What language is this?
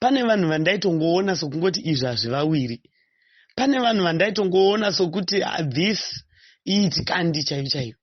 Shona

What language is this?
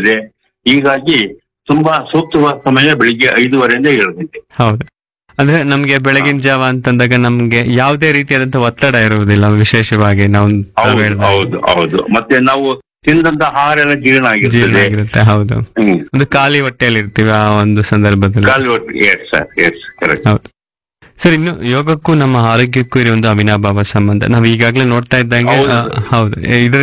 Kannada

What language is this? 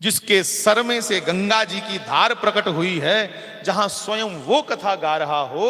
Dogri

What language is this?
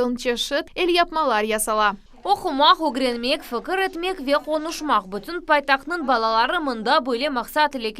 Crimean Tatar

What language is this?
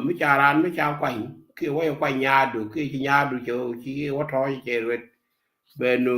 Nuer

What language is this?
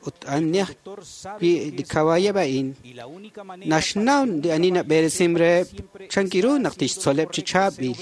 Kekchí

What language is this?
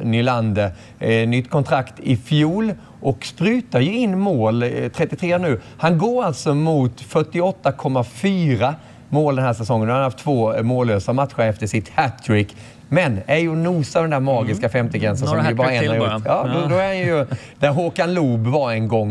Swedish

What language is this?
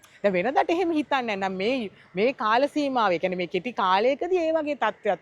Sinhala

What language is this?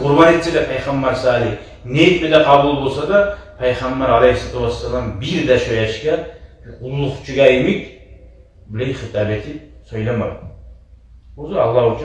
Kumyk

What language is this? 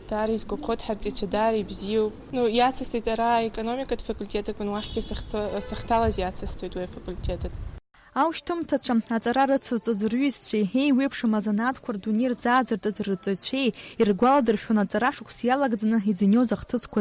Abkhazian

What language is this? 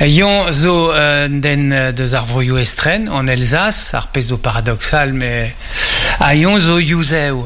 Breton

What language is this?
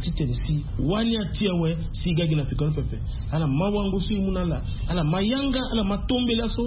Sango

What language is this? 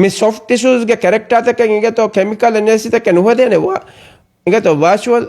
Divehi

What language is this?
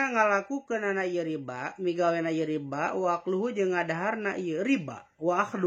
Sundanese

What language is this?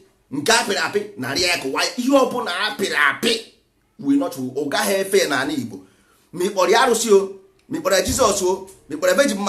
Igbo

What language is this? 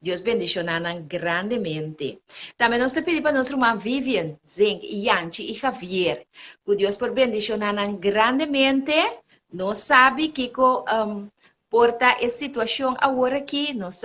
Papiamento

